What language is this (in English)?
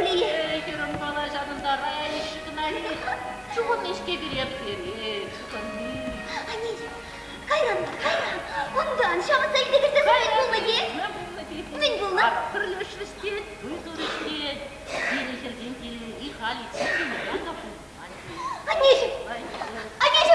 Chuvash